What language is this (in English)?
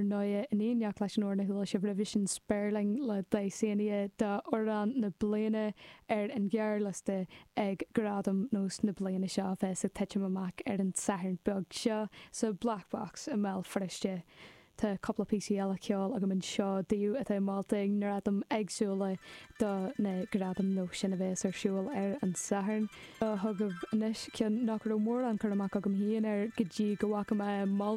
Irish